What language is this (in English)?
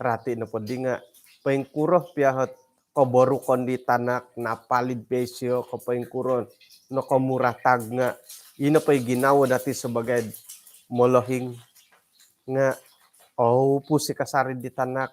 Central Dusun